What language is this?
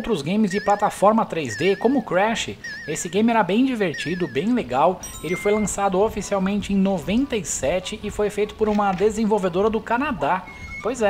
Portuguese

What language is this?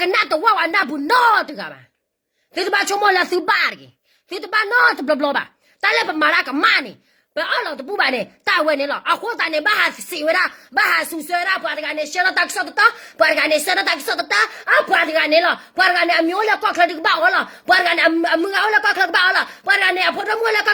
S'gaw Karen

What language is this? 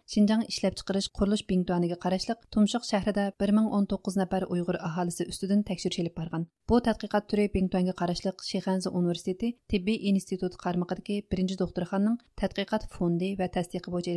Uyghur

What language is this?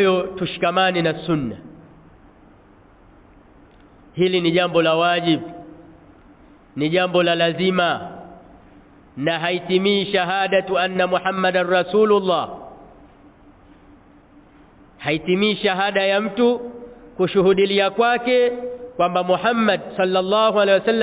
Swahili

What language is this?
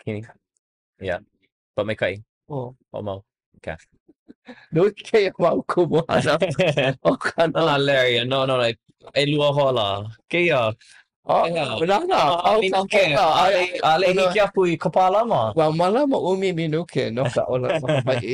Hawaiian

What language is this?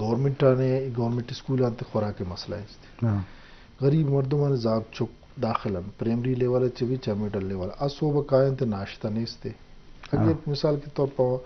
Eastern Balochi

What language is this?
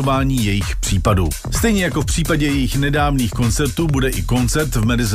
Czech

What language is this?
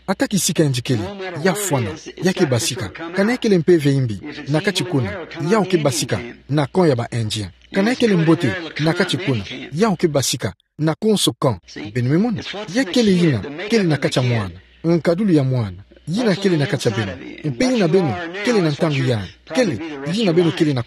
Kituba (Democratic Republic of Congo)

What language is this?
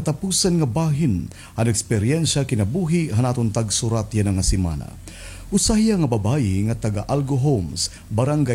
Waray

